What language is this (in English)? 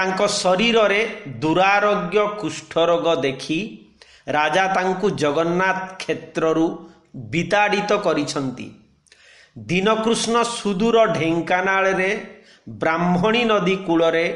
Odia